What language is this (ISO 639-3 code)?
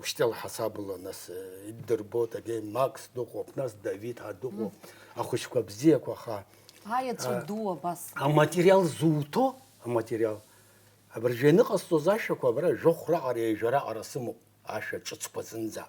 abk